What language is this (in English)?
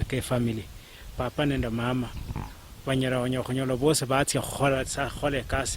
Luyia